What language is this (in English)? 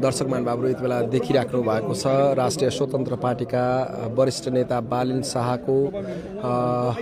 Nepali